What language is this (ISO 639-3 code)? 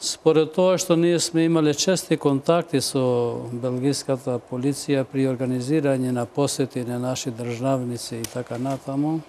mkd